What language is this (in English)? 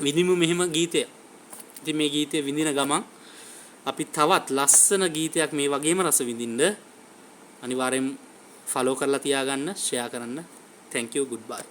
Sinhala